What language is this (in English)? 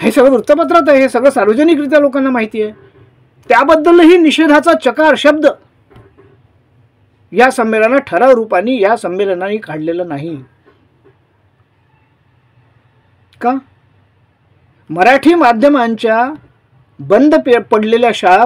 Marathi